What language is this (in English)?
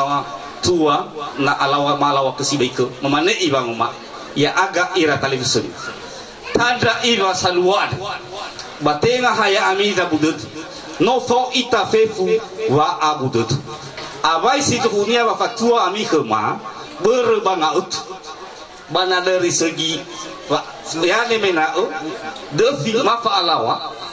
Nias